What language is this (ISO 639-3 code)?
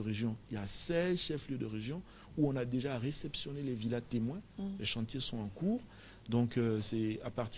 fra